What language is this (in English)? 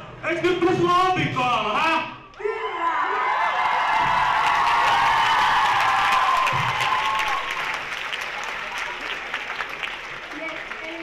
Finnish